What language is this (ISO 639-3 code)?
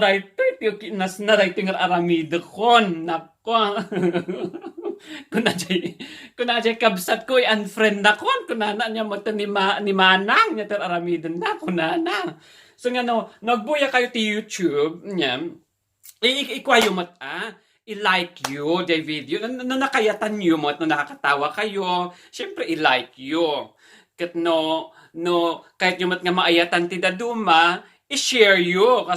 ilo